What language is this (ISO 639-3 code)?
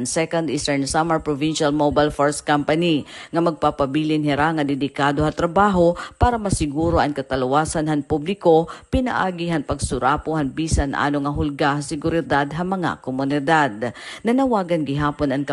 war